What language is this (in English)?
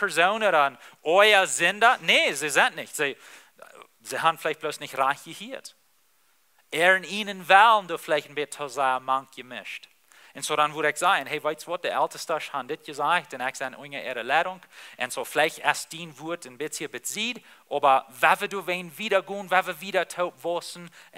Plautdietsch